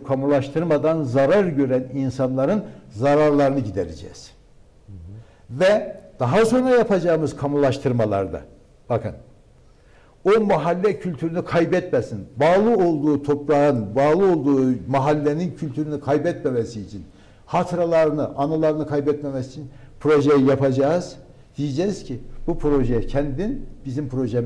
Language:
Turkish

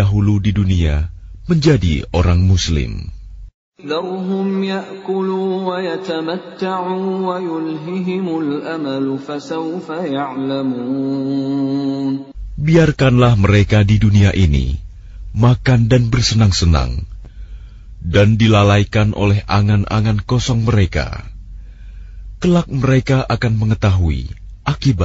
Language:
Indonesian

